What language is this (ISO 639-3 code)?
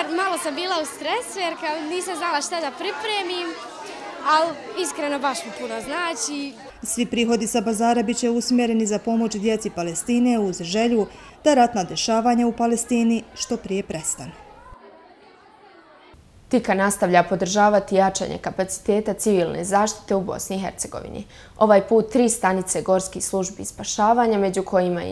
bos